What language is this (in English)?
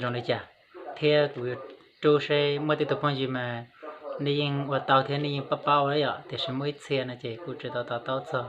Hmong